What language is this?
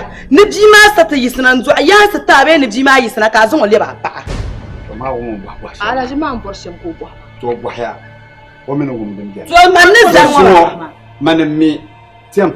Dagbani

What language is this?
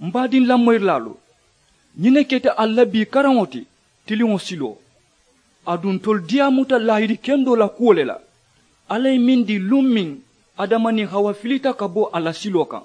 Mandingo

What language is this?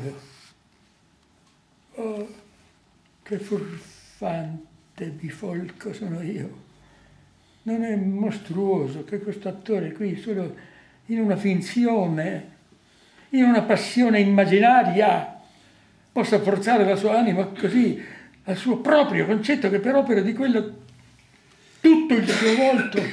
Italian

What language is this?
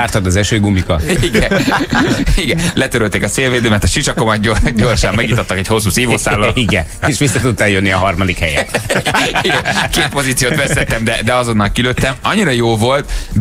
Hungarian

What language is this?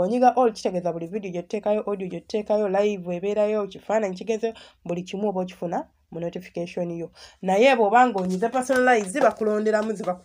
Ganda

